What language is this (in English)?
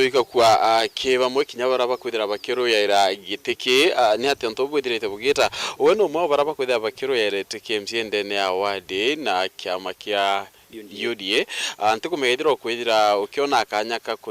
Meru